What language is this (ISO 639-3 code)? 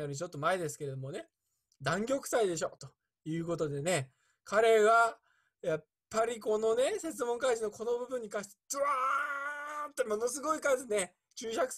jpn